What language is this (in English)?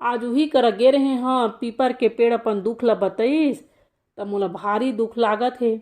Chhattisgarhi